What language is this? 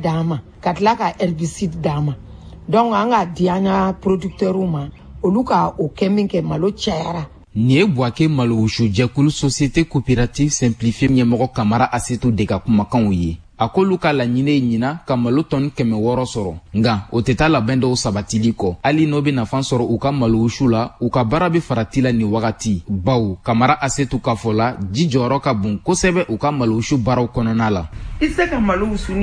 Bambara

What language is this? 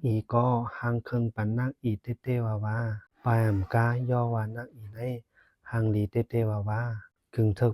Shan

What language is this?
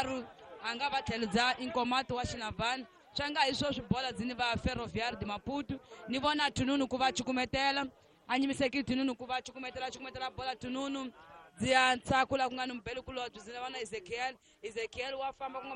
Tsonga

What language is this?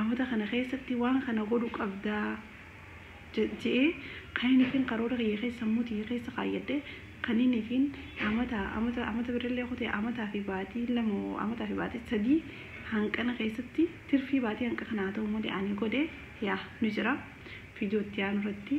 Oromo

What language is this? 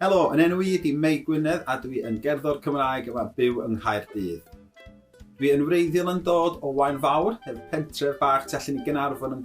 Welsh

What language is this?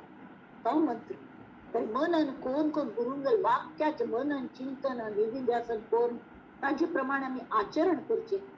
Konkani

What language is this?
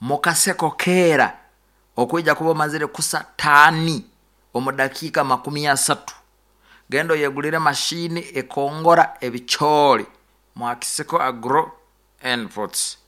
Nyoro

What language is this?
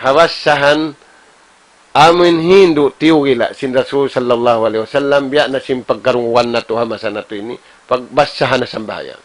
Tausug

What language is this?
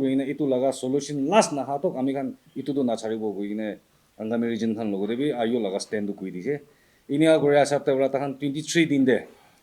Naga Pidgin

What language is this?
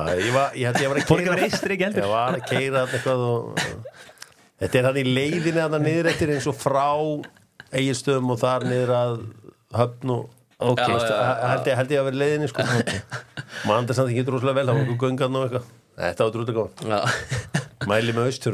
Icelandic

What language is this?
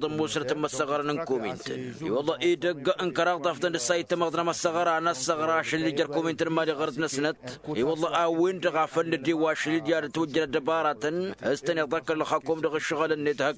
Tamasheq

